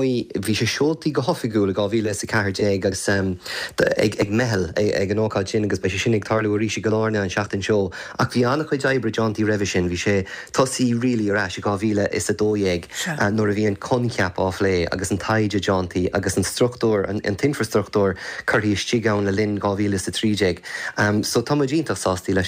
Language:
Irish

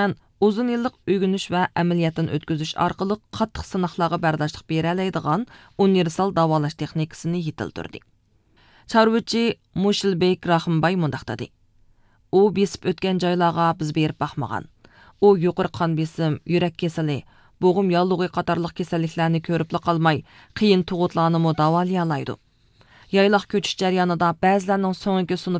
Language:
Uyghur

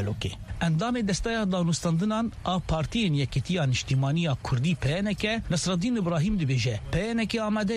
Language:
Kurdish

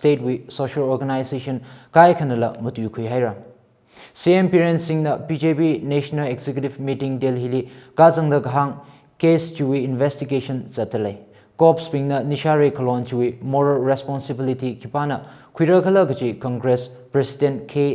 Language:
Tangkhul Naga (India)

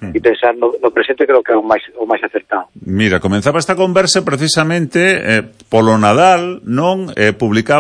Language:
Galician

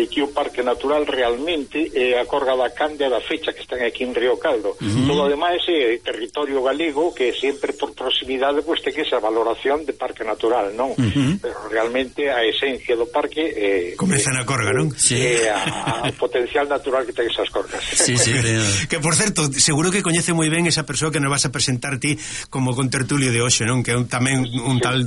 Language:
Galician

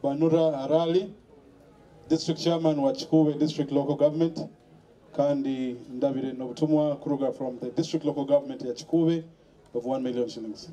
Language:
Nyoro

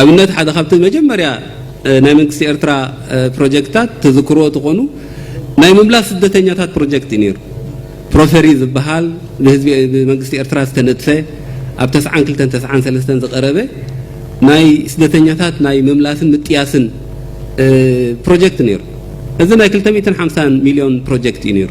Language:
Tigrinya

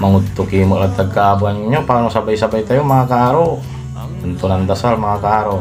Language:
Pangasinan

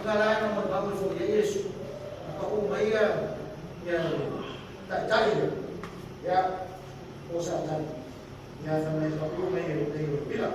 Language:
Samoan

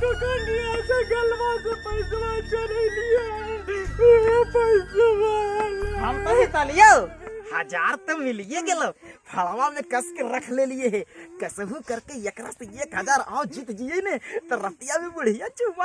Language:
Magahi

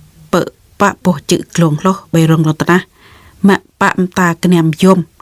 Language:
Jarai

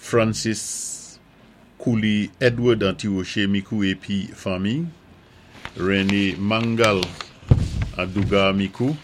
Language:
Saint Lucian Creole French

